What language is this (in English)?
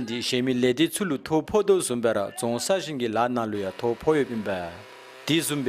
Dzongkha